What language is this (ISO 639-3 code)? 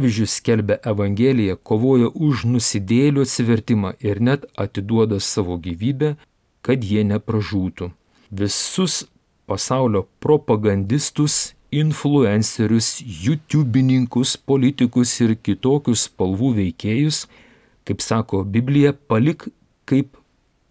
lit